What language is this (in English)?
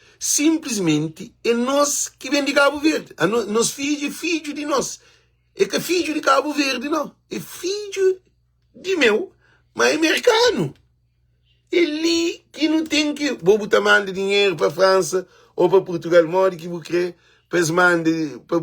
Kabuverdianu